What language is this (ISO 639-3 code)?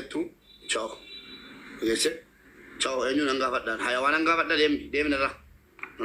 orm